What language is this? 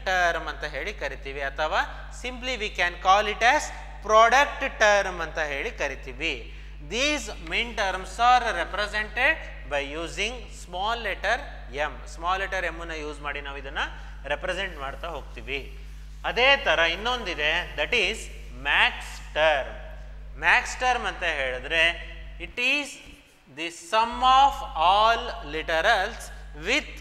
Kannada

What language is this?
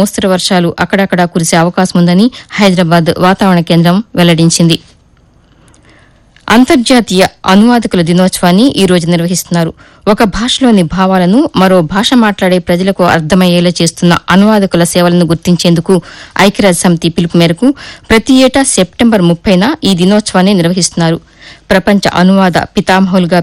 Telugu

